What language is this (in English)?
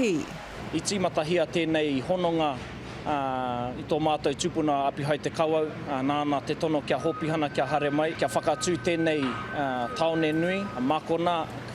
Māori